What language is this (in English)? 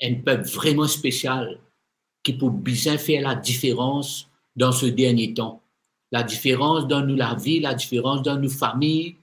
Morisyen